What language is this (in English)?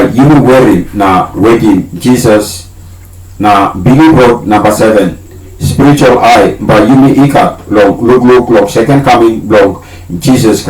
Tok Pisin